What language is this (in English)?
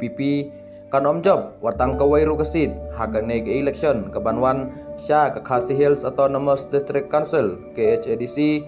Khasi